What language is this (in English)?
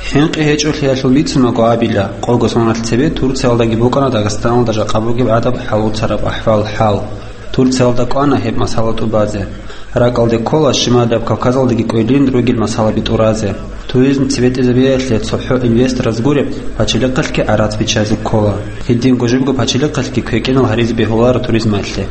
Avaric